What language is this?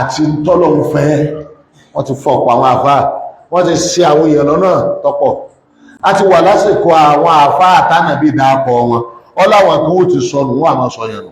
Yoruba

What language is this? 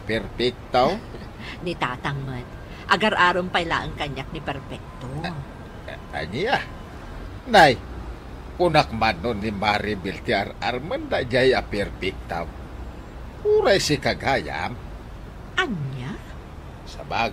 Iloko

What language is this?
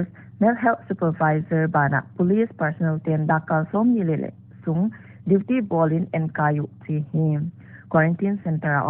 Paite Chin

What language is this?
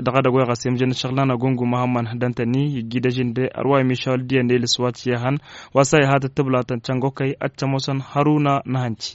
Tamasheq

